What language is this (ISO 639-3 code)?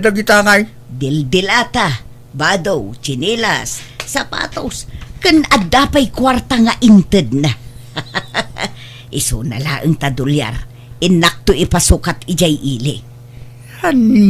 ilo